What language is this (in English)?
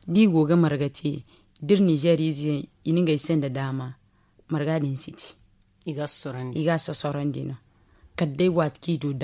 Zarma